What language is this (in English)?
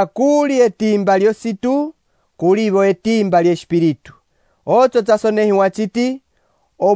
Umbundu